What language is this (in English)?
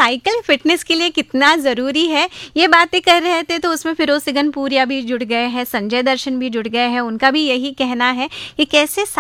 Hindi